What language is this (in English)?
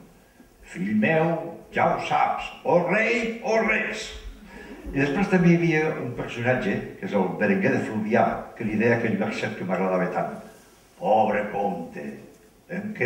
Catalan